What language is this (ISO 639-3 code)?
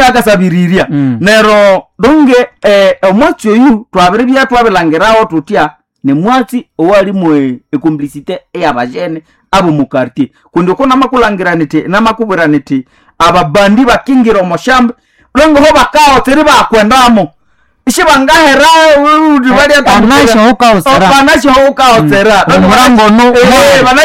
nnb